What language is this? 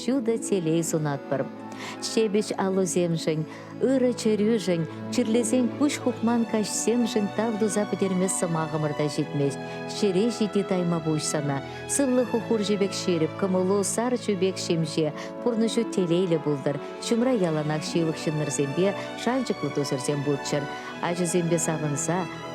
Chuvash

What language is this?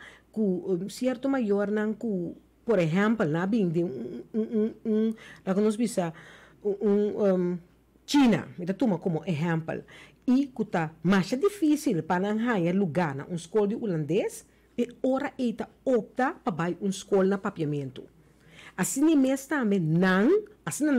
Papiamento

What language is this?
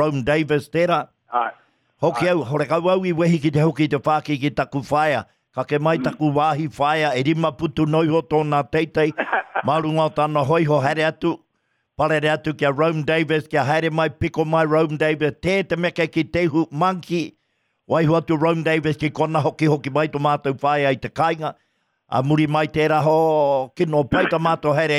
Māori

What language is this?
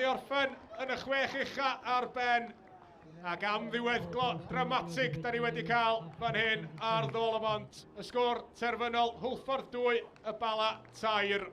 Welsh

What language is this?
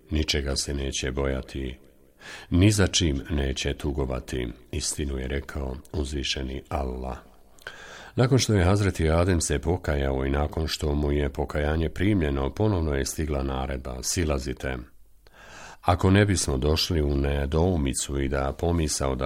Bosnian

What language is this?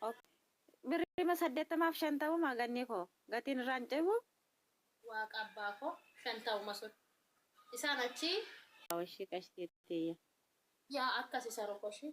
Oromo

